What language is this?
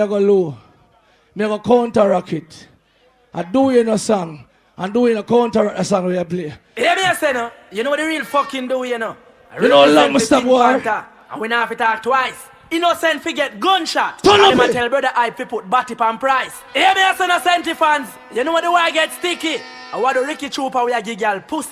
Jamaican Creole English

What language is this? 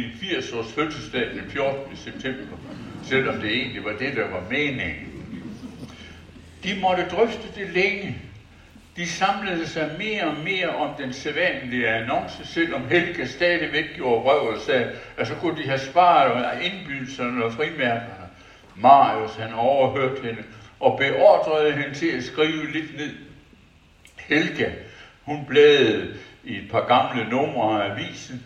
Danish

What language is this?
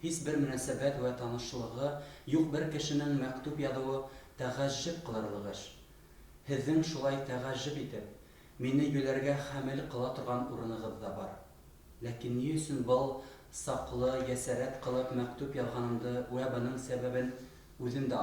Bashkir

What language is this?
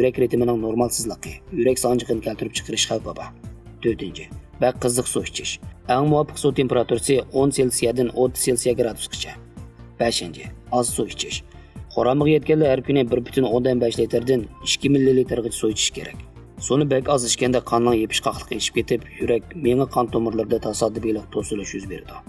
Uyghur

